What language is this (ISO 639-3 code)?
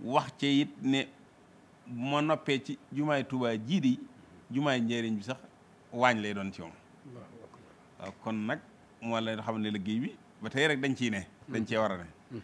wol